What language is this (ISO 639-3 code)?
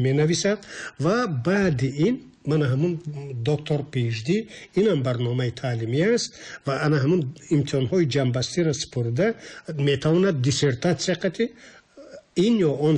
tgk